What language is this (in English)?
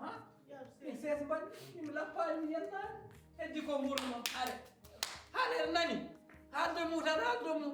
Fula